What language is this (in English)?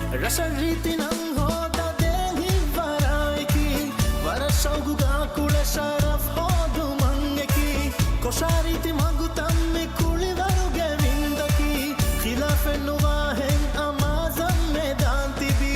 Divehi